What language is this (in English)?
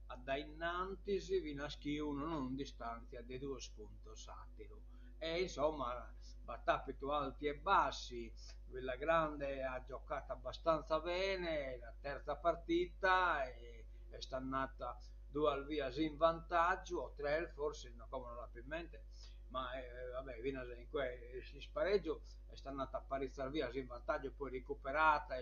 Sardinian